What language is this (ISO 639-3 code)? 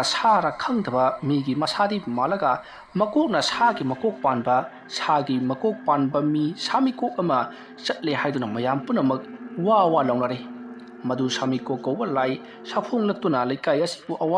mni